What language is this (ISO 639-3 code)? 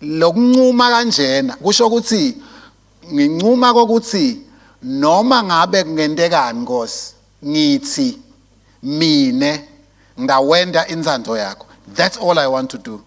ssw